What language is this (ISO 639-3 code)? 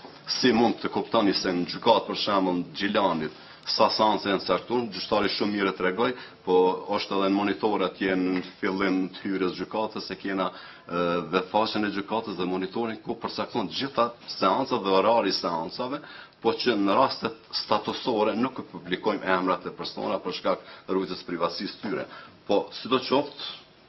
sqi